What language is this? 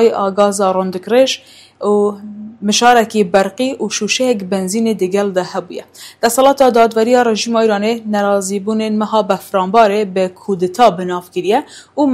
Kurdish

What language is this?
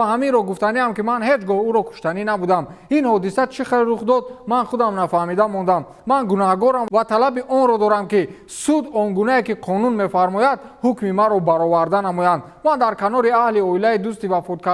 Tajik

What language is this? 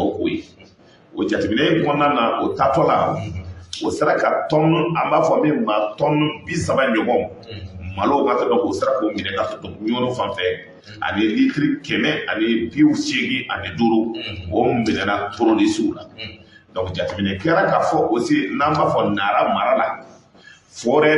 Bambara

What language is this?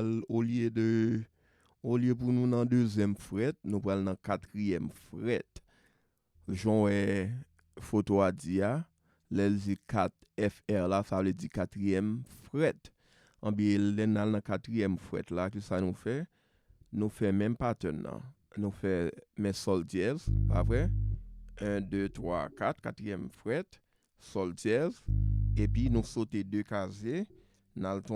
Haitian Creole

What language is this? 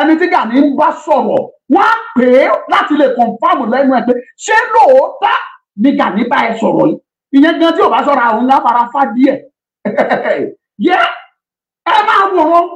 Yoruba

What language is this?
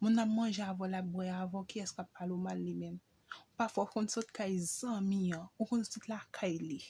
Haitian Creole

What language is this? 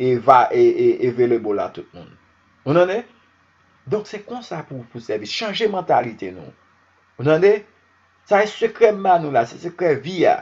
Haitian Creole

